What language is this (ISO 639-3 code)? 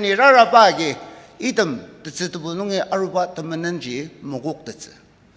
njo